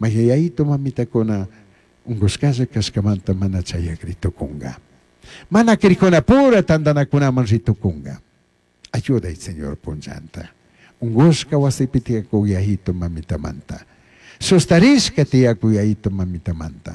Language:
Chimborazo Highland Quichua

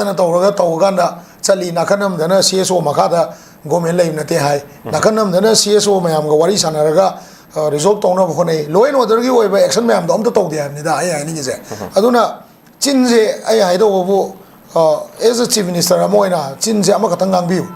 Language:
Manipuri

